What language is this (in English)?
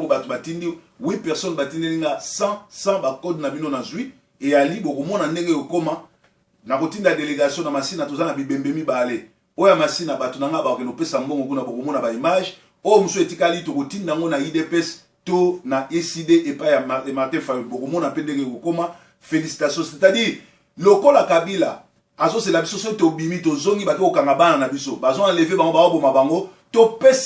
Lingala